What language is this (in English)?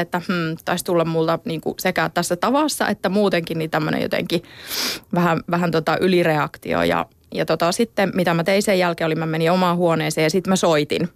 Finnish